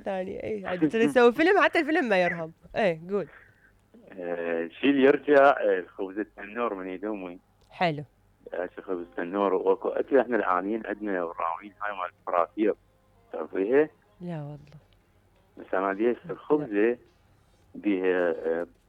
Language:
Mesopotamian Arabic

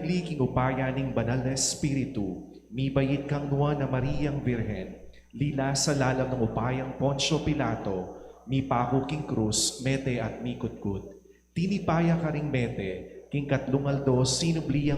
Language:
Pampanga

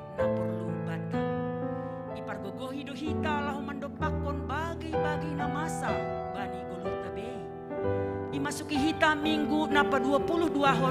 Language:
Batak Simalungun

